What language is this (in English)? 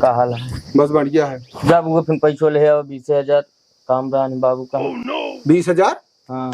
Awadhi